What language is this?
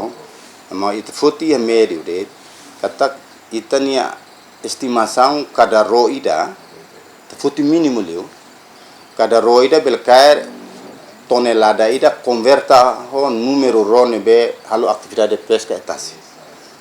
Tetum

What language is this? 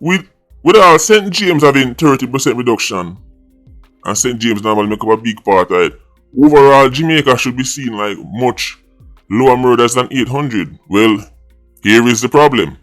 Jamaican Creole English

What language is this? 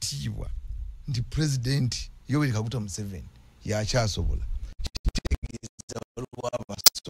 Ganda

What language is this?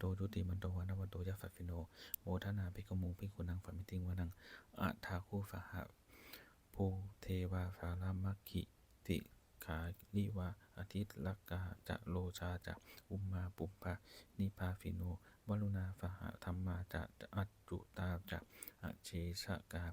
Pali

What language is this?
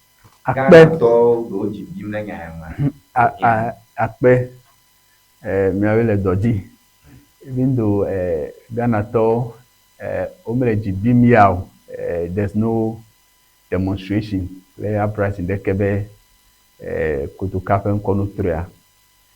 Ewe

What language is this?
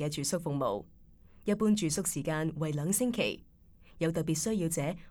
Cantonese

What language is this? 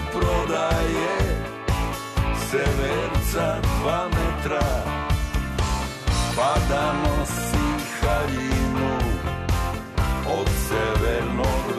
Serbian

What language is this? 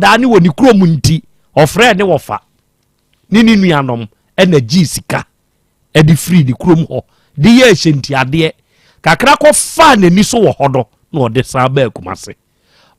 Akan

